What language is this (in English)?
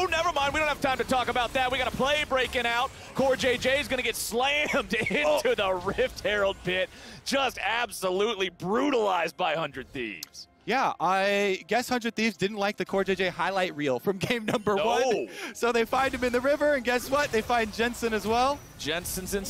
English